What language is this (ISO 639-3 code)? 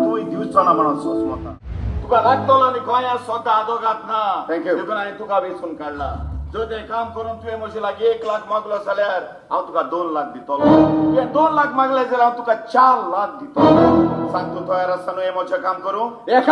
kok